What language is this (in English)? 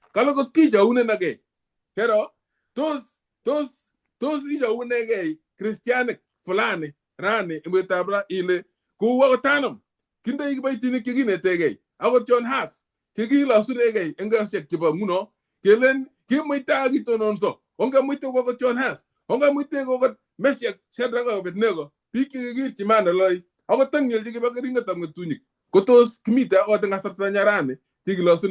Kalenjin